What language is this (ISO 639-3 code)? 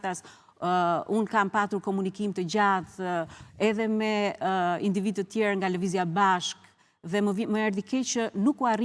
sqi